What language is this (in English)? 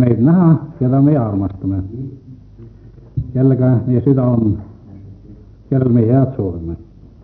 Estonian